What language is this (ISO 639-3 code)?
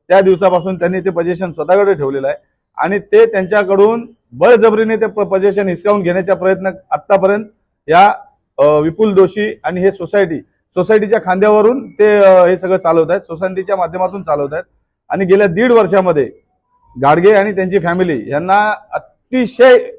mar